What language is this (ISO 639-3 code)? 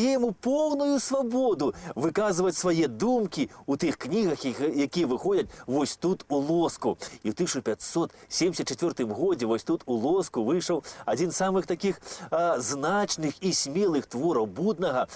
bel